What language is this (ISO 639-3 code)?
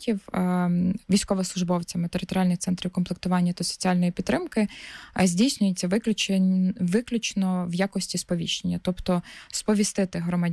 ukr